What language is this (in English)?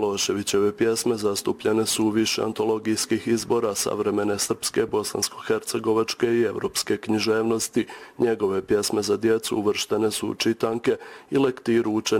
Bosnian